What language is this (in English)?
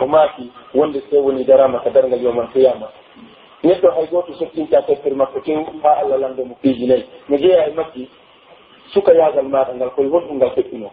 Pular